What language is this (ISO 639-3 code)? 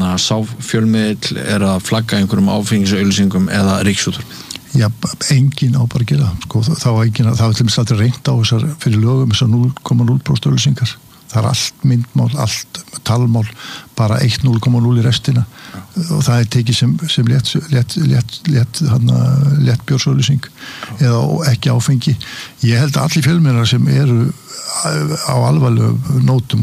isl